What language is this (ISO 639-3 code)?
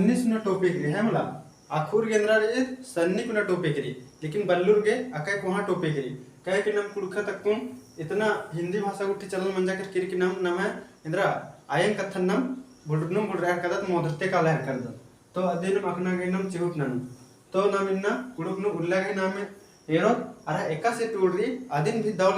kru